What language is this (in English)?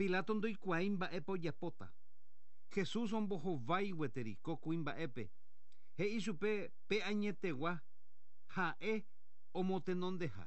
Guarani